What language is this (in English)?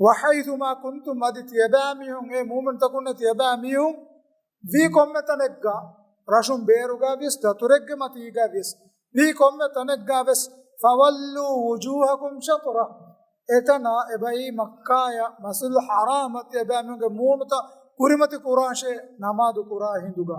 Divehi